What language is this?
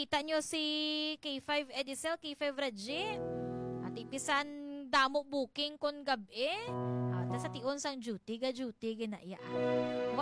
Hiligaynon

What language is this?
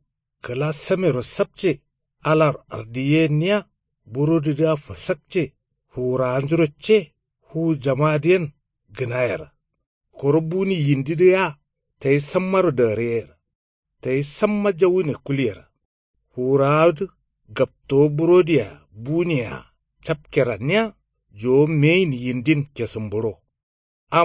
Kanuri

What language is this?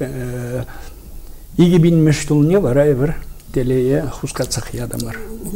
Chuvash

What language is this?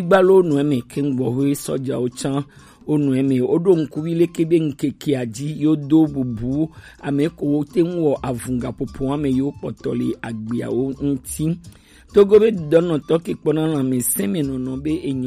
Gen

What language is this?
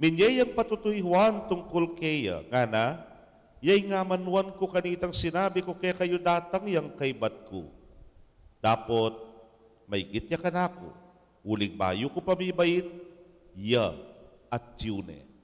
Pampanga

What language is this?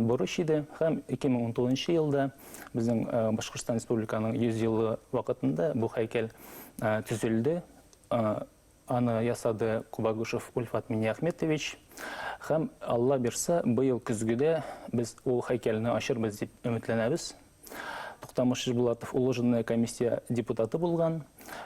Bashkir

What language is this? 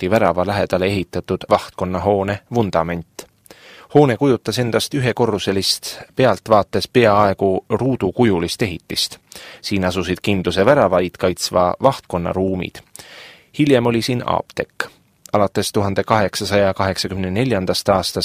Estonian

